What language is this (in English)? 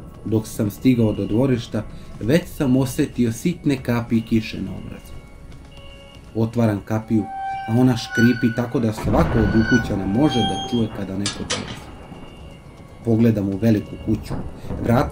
Serbian